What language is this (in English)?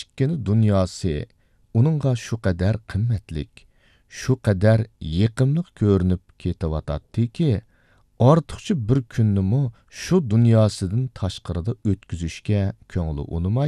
Uyghur